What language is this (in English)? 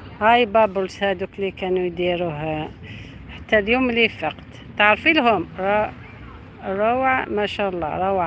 Algerian Arabic